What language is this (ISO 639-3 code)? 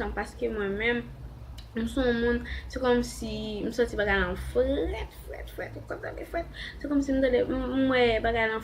hat